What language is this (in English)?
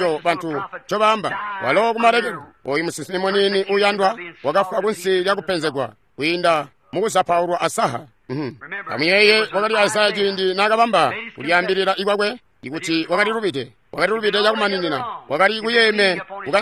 Tonga (Zambia)